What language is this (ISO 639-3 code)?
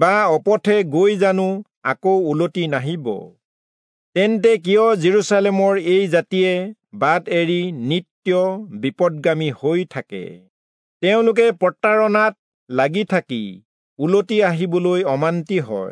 asm